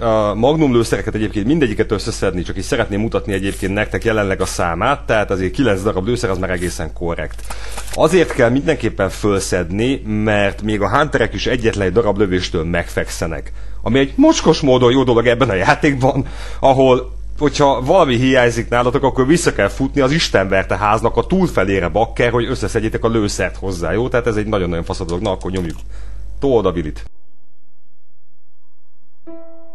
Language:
Hungarian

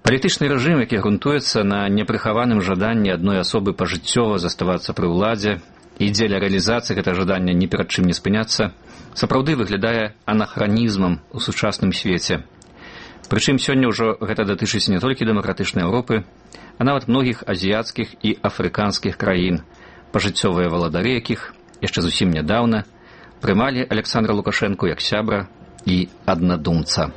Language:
Belarusian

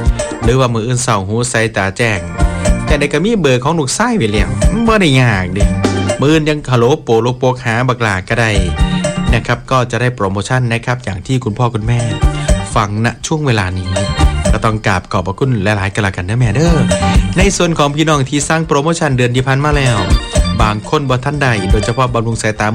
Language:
Northeastern Thai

